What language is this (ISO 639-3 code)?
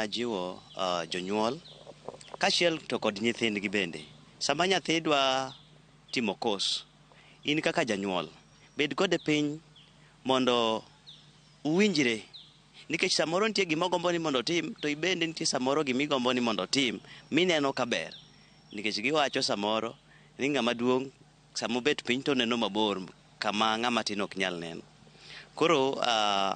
luo